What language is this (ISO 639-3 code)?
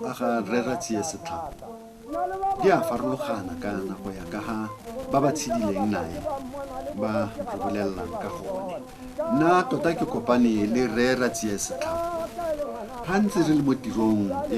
tsn